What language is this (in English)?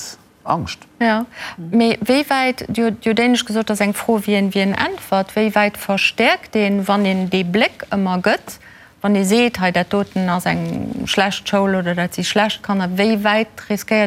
Luxembourgish